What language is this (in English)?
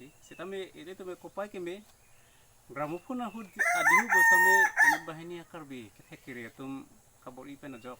Karbi